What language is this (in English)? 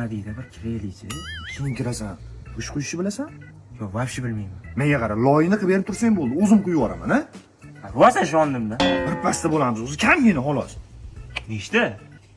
Uzbek